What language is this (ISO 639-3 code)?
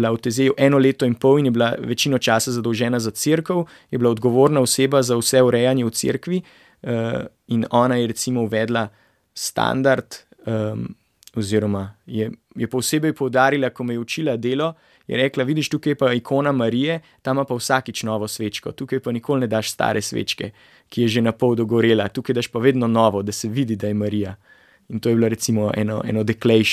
slv